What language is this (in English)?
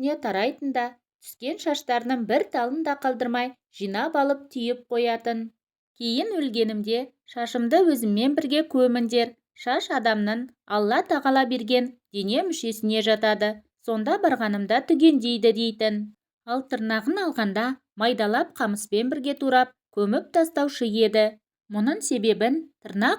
Kazakh